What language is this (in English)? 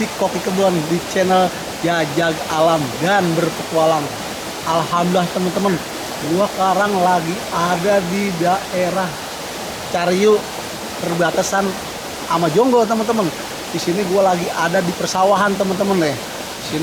Betawi